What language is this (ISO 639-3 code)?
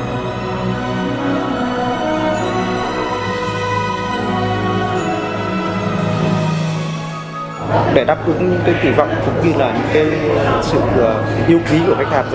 vie